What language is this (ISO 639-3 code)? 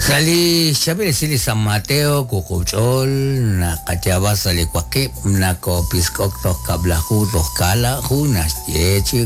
kek